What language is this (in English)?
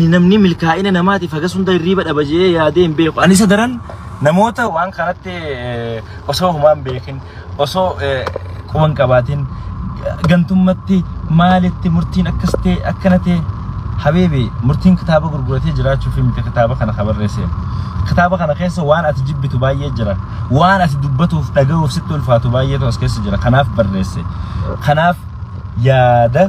Oromo